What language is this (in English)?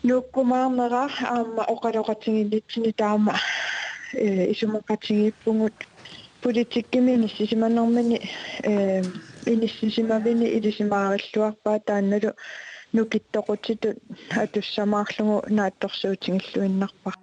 Kalaallisut